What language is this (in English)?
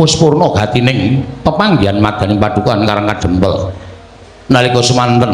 Javanese